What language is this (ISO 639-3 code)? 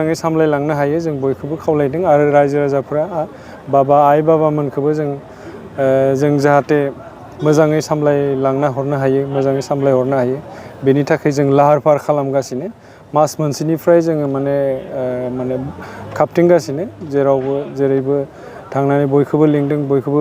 brx